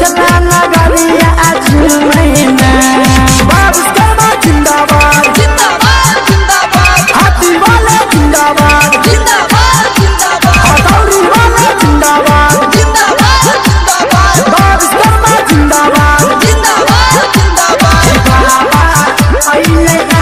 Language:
Maithili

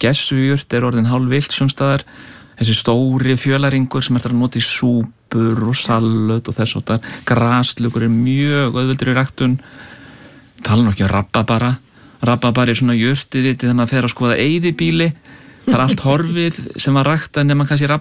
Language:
Icelandic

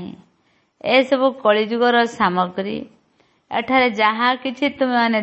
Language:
Odia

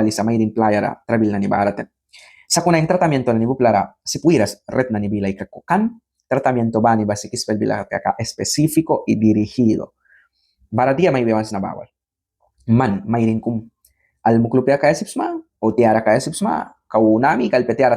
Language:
Mískito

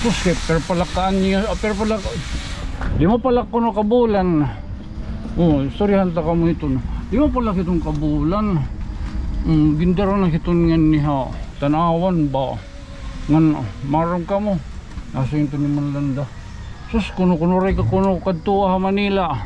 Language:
Waray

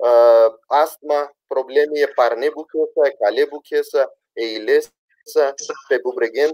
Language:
Balkan Romani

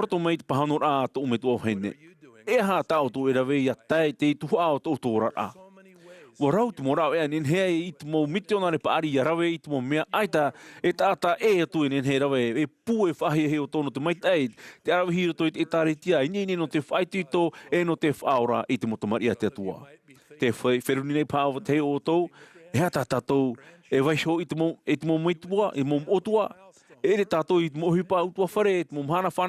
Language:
Tahitian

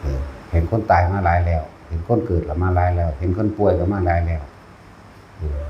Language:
Northeastern Thai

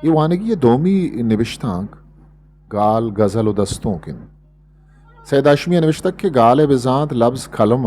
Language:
Eastern Balochi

